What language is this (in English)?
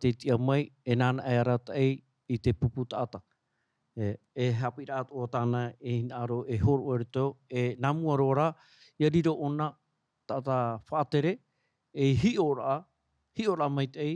Tahitian